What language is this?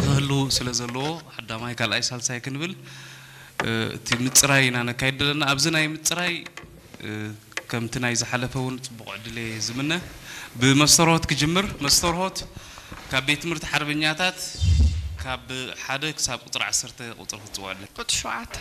Tigrinya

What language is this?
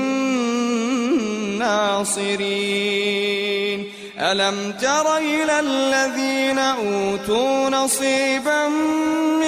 Arabic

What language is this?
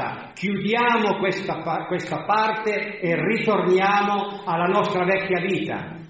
Italian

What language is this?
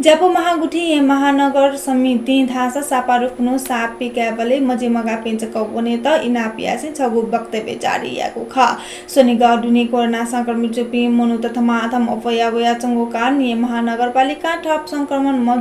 Newari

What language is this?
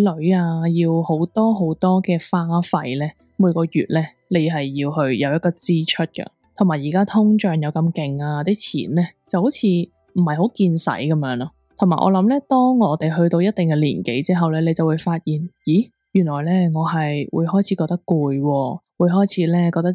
Cantonese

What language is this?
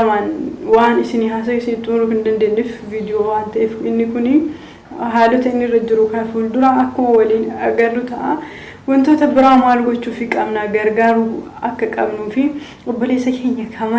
Oromo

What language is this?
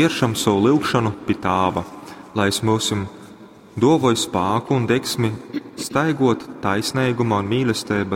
Latgalian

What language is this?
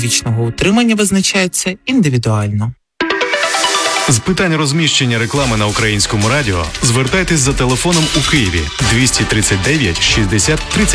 Ukrainian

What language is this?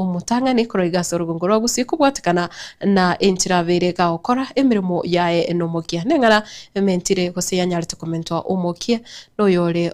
Gusii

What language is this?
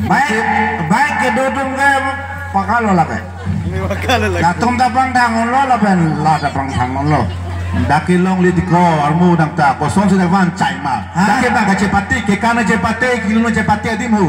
Karbi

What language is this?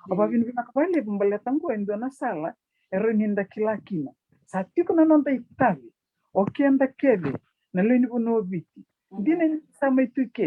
Fijian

